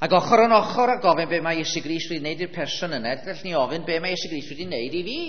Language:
Welsh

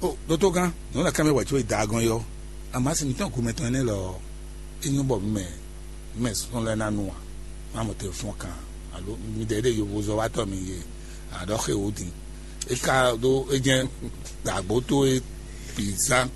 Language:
Fon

